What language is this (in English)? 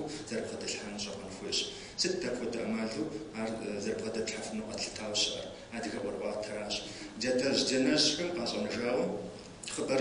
Kabardian